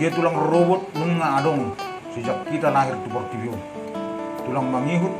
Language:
Batak Toba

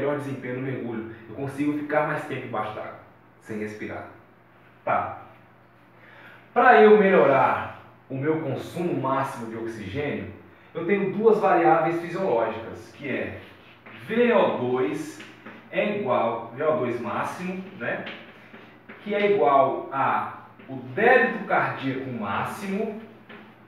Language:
Portuguese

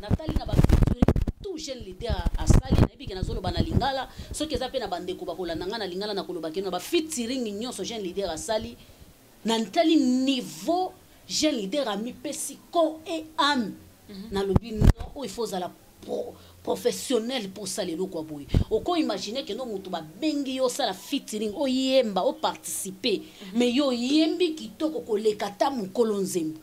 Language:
Lingala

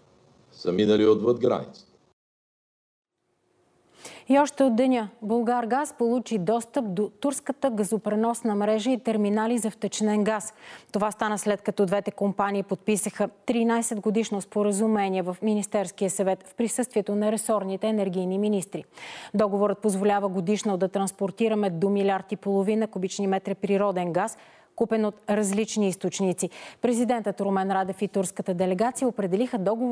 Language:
Bulgarian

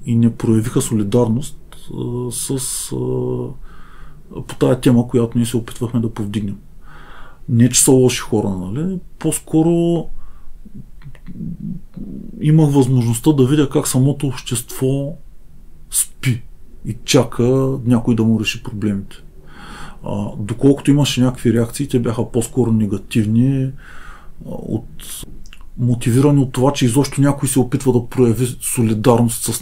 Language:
Bulgarian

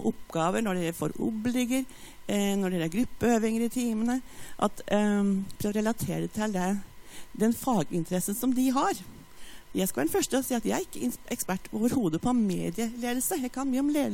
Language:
Norwegian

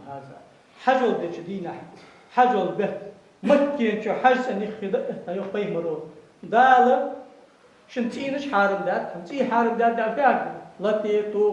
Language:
Ingush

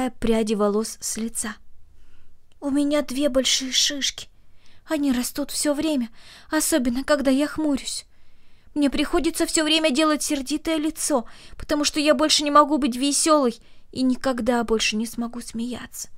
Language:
Russian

